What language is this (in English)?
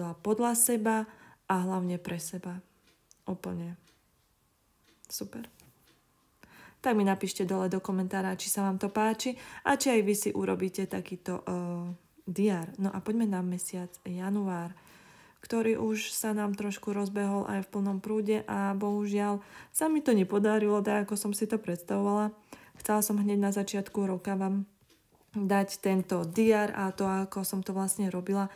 Slovak